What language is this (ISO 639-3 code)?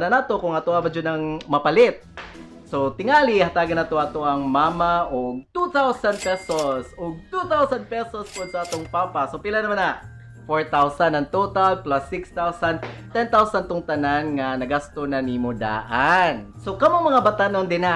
ceb